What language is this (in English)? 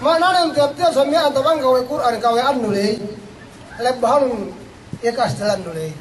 Yakan